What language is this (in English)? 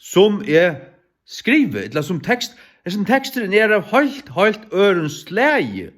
Faroese